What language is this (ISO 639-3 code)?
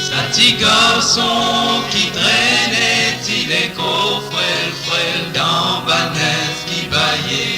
mfe